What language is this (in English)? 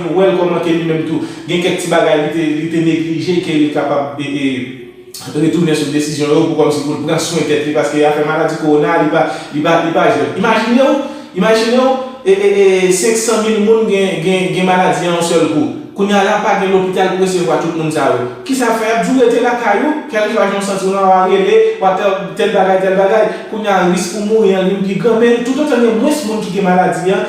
Haitian Creole